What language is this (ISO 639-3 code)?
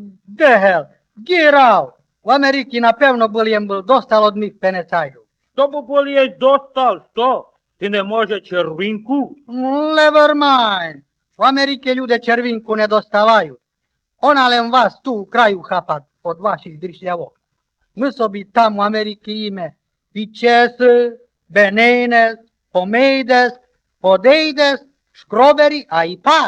rue